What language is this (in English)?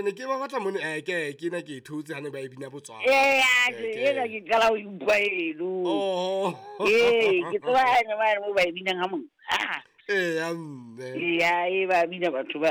Southern Sotho